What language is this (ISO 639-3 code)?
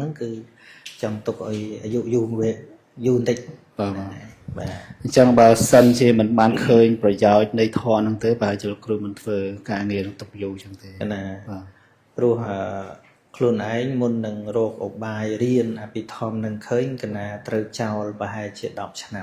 khm